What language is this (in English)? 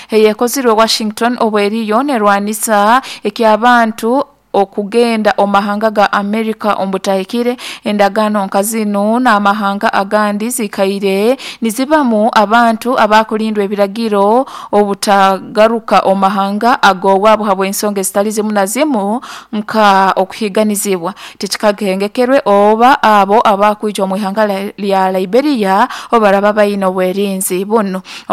Nyoro